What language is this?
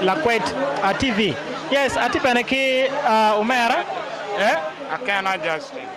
Acoli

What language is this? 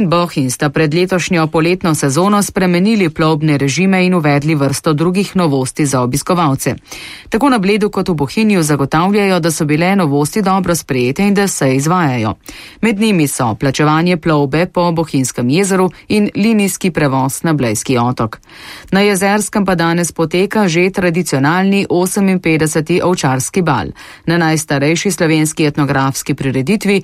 Slovenian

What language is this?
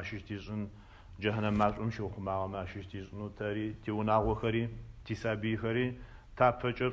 Adyghe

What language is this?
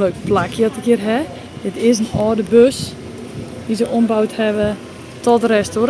Western Frisian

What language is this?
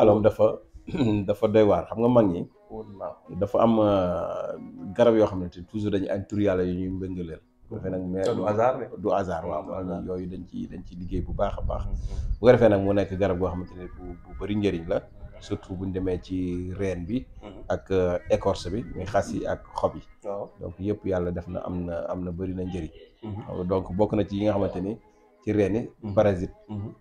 Wolof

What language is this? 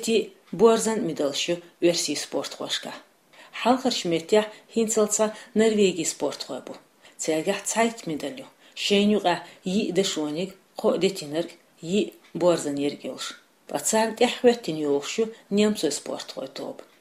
Chechen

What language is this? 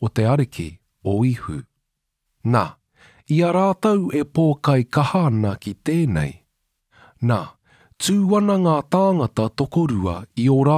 Māori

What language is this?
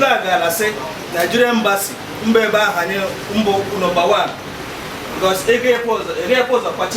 Igbo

